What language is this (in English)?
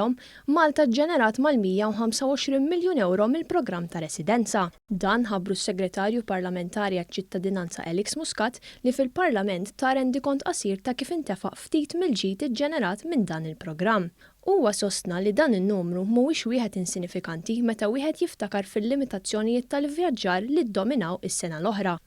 Maltese